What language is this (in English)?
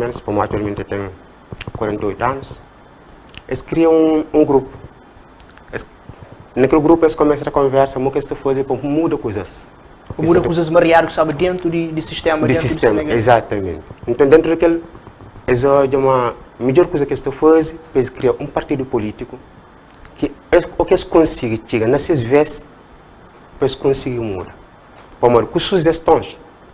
Kabuverdianu